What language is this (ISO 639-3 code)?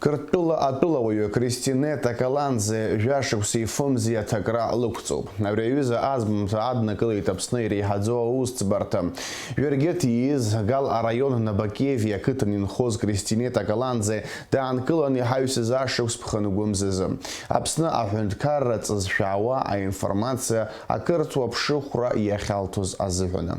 abk